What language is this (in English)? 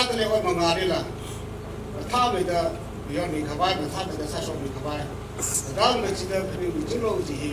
Tangkhul Naga (India)